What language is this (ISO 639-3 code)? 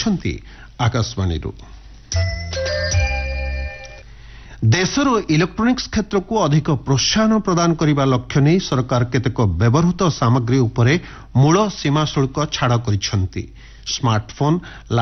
ori